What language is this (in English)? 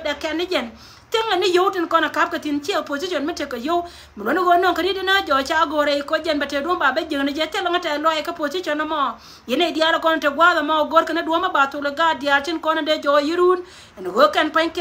Nuer